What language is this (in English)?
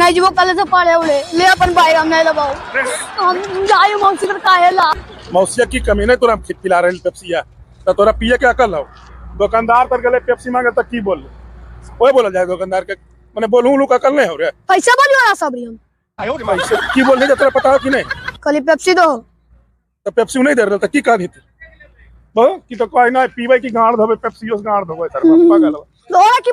Magahi